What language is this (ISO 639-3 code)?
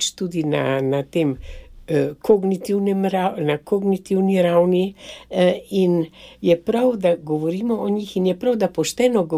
slv